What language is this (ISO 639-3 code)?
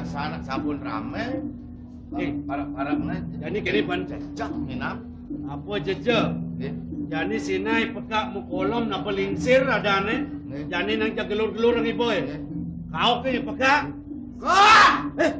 ban